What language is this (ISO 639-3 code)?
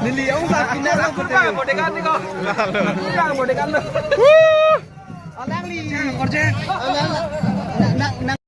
mjw